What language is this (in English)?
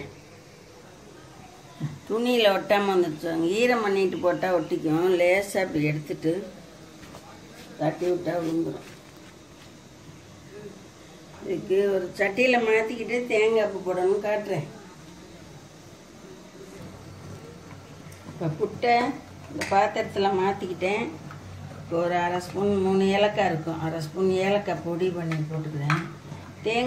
Tamil